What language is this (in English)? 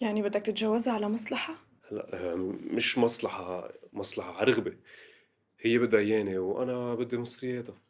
North Levantine Arabic